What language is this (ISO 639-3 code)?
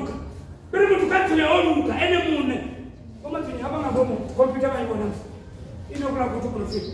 ven